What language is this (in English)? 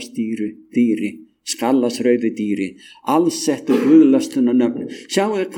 Icelandic